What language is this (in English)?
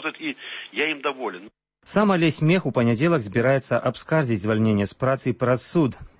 Belarusian